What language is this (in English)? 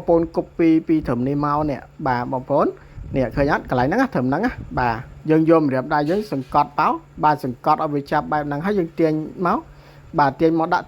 Khmer